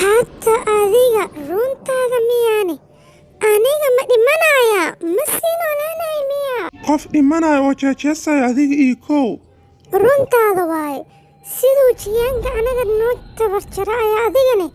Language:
Somali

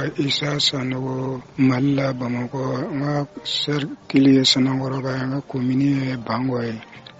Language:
Bambara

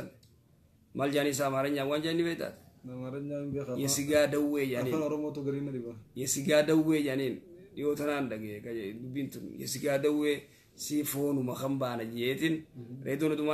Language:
Oromo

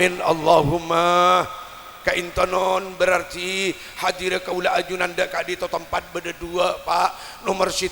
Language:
Madurese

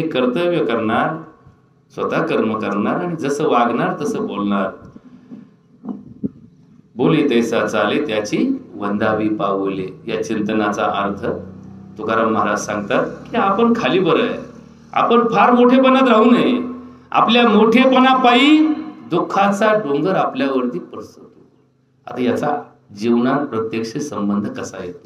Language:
Marathi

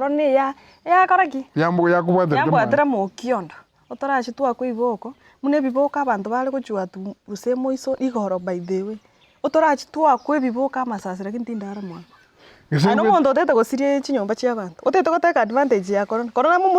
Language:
Gusii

